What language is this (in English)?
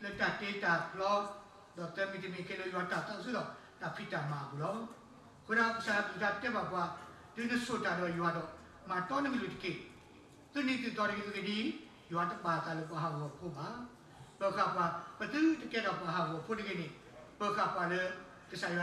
S'gaw Karen